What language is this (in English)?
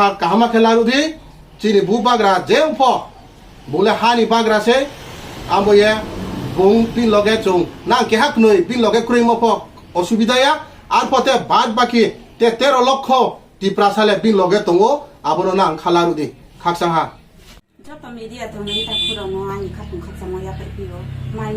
Kok Borok